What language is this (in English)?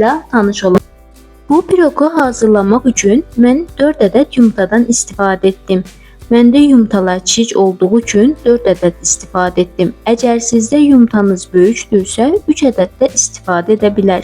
Azerbaijani